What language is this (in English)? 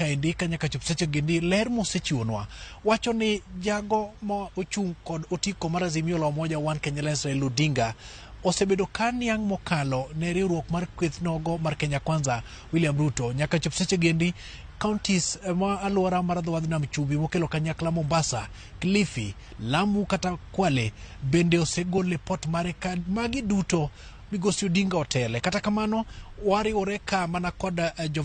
Luo (Kenya and Tanzania)